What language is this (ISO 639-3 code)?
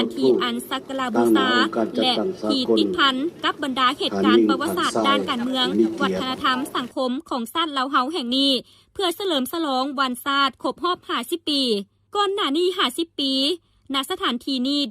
lao